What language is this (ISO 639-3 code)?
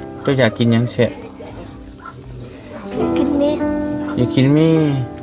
lao